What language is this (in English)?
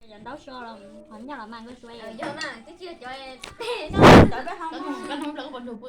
Hmong